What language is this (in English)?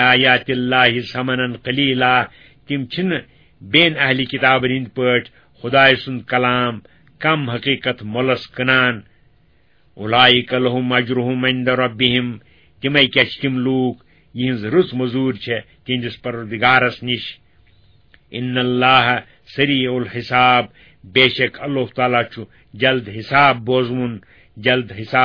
Kashmiri